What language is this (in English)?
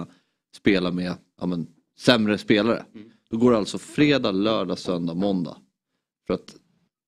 Swedish